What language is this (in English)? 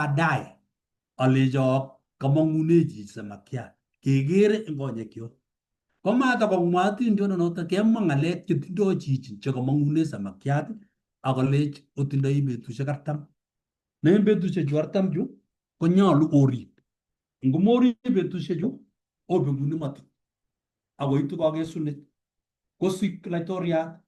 Kalenjin